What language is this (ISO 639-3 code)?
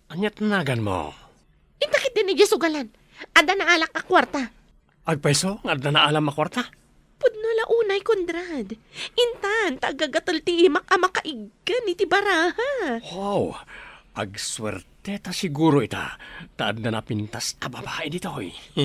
ilo